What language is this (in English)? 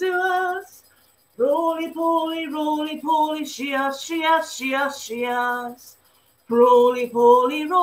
Scottish Gaelic